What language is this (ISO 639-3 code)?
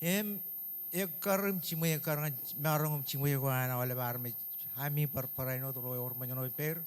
mah